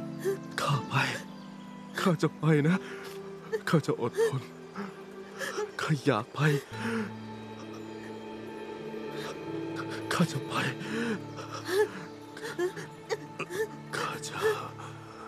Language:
Thai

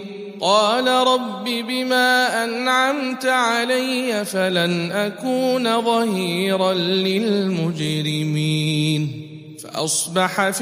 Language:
Arabic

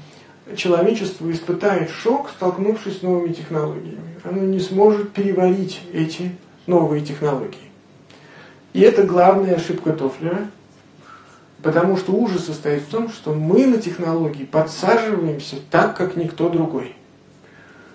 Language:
Russian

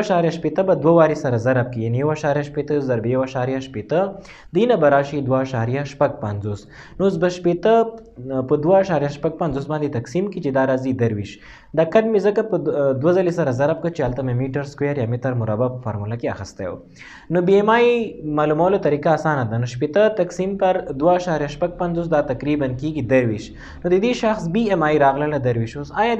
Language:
Pashto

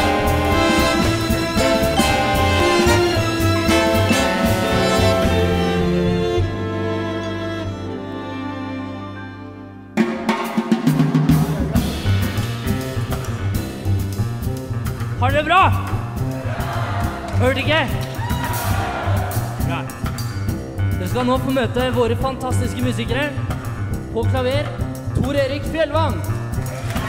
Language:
Norwegian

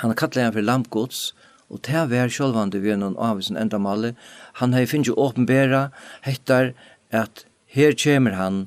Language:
Faroese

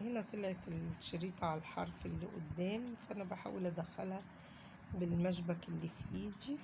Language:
Egyptian Arabic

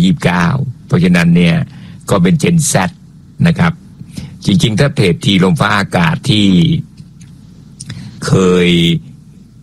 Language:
Thai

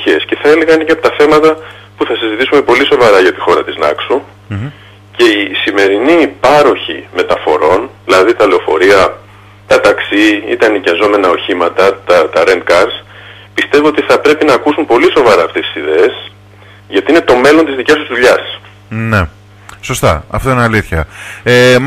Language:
Greek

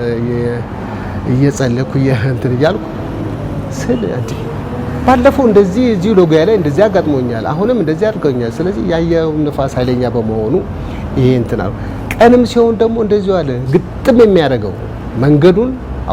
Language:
Amharic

